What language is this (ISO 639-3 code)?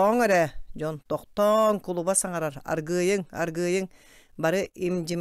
sah